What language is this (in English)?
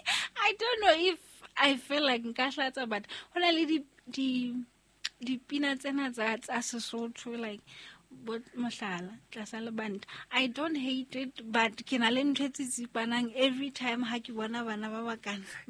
Southern Sotho